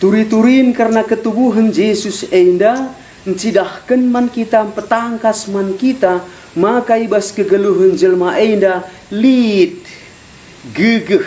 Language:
Batak Karo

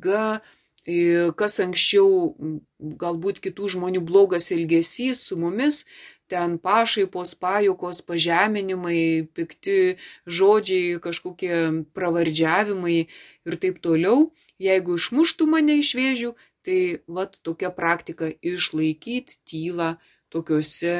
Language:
Lithuanian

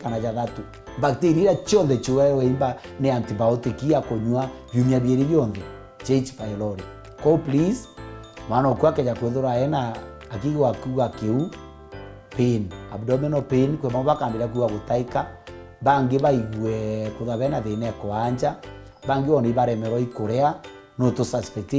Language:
Meru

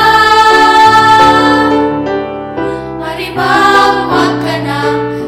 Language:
Filipino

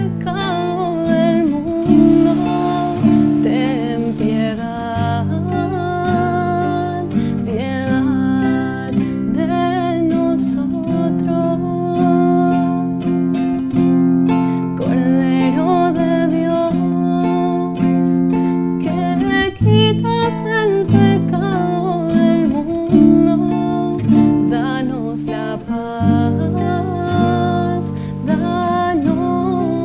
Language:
Spanish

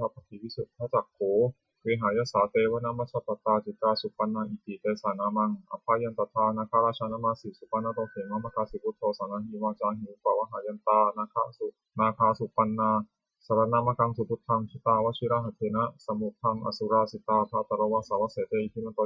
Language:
Pali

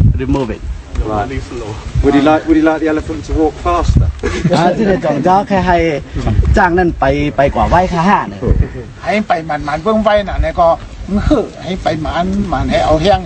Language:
Shan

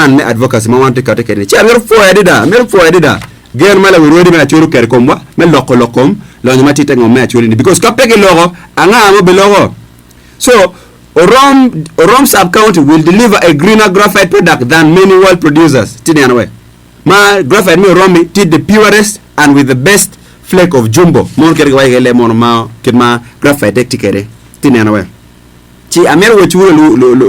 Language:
Acoli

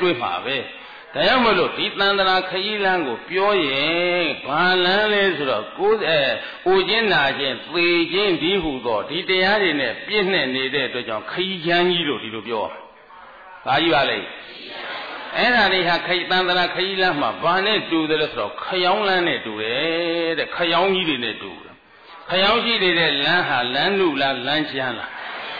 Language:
Burmese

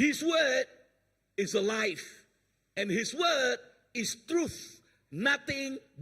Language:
Iban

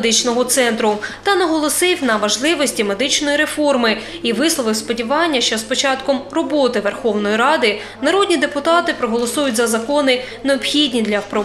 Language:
Ukrainian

